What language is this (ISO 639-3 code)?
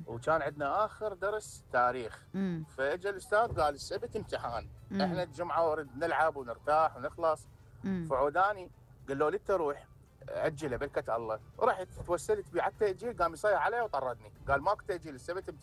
acm